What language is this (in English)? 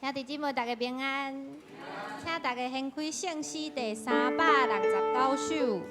Min Nan Chinese